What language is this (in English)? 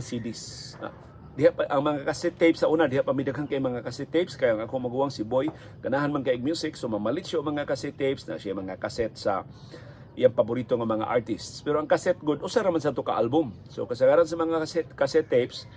Cebuano